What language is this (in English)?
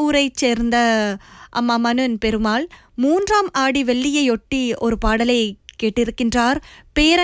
Tamil